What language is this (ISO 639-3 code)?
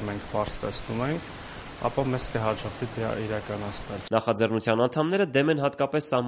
hye